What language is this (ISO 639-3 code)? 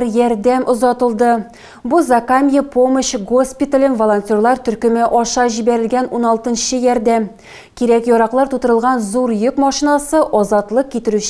tat